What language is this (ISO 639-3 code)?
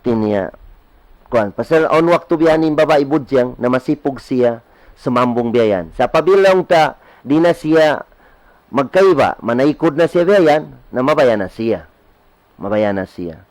tsg